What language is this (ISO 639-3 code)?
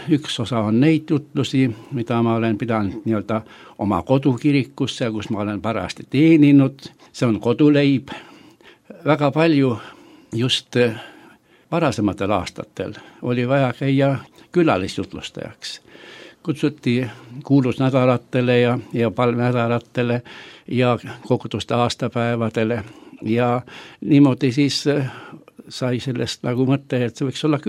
est